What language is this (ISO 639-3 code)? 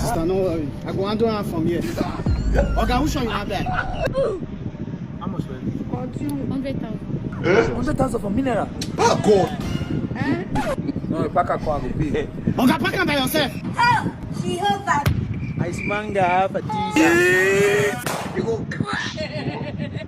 pcm